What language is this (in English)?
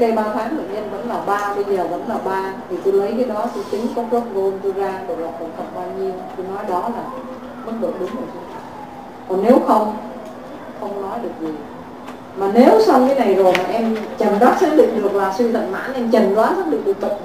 Vietnamese